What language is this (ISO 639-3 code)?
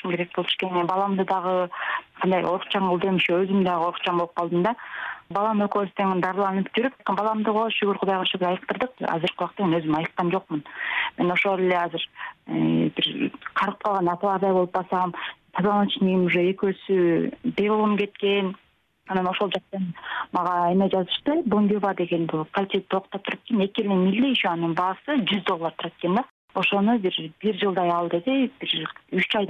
kir